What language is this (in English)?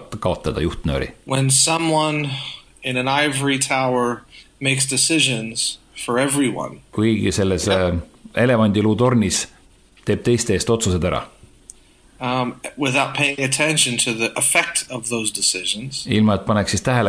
Estonian